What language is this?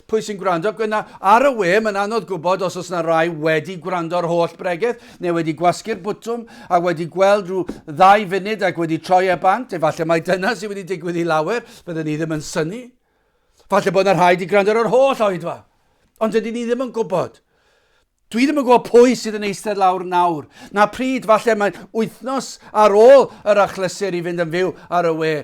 Welsh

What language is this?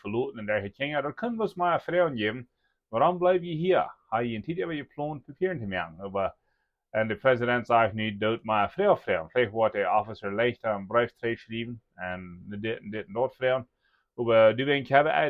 Plautdietsch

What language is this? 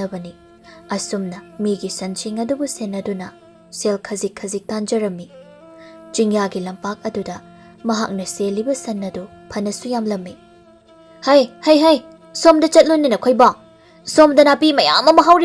Manipuri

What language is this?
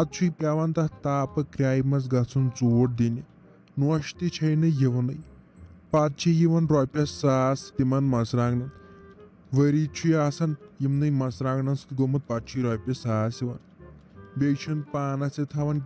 Kashmiri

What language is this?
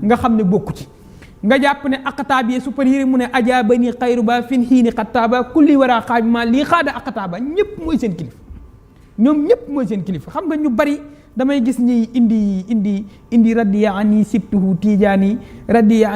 Wolof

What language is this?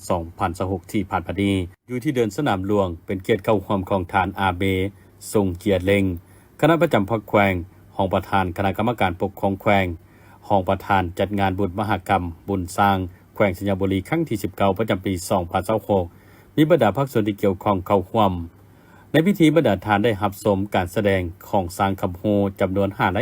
Lao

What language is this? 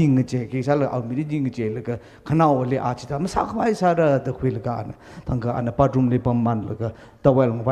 Tangkhul Naga (India)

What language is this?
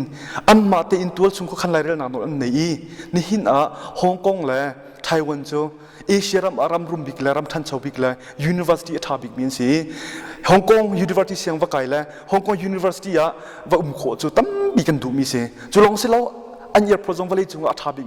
Hakha Chin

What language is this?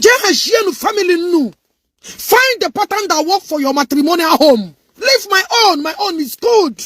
Igbo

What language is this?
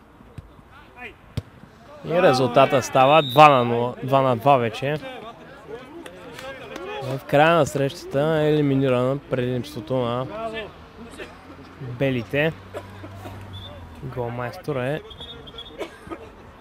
Bulgarian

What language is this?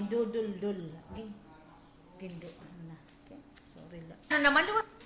Waray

